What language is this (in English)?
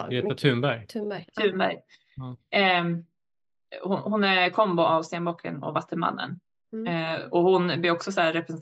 Swedish